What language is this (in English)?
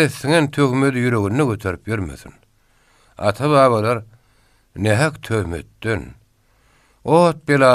Turkmen